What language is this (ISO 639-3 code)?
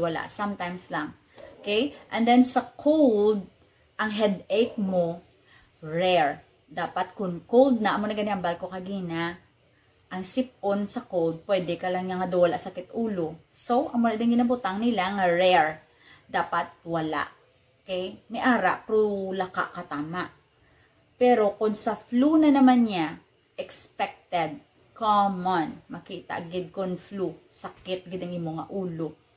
hil